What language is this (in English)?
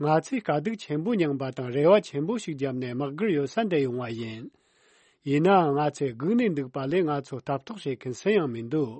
Tibetan